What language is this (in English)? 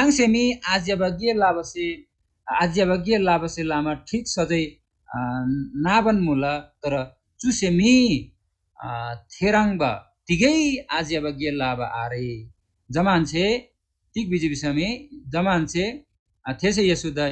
Eastern Tamang